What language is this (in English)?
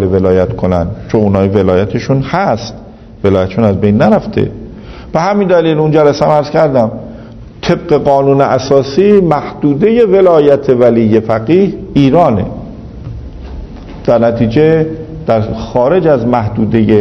Persian